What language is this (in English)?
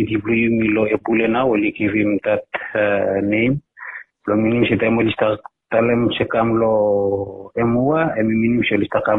Bislama